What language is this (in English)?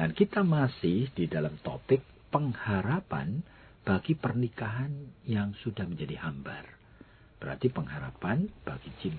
Indonesian